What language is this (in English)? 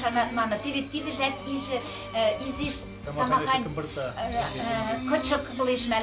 Western Mari